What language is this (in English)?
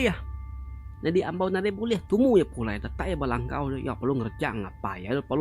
Iban